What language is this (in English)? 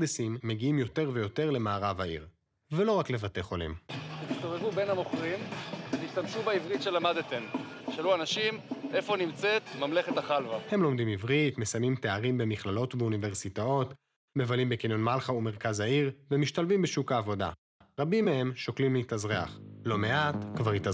Hebrew